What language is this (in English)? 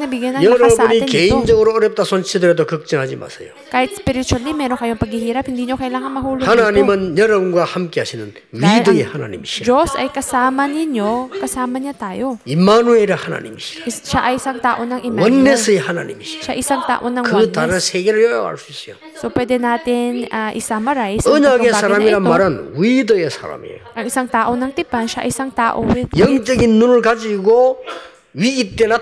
Filipino